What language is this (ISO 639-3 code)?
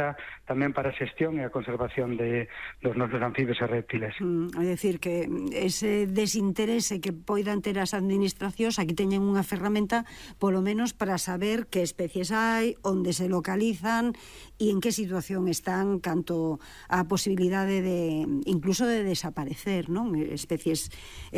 glg